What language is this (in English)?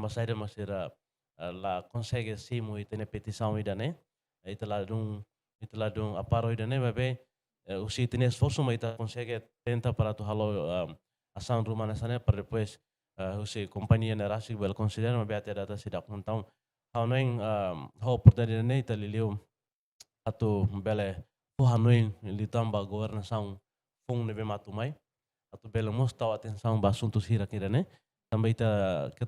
Tetum